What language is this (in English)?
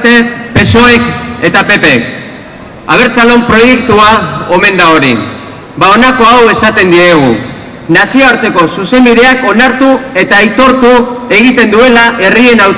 Basque